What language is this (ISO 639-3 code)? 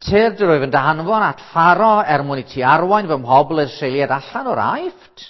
cym